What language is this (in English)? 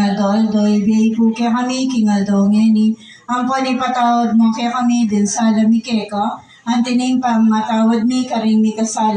Pampanga